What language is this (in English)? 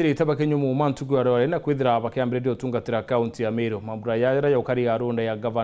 Meru